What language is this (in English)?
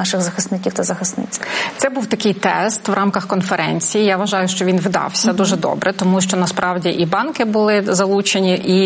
Ukrainian